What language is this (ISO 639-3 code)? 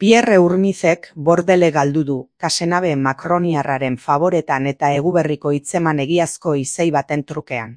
eus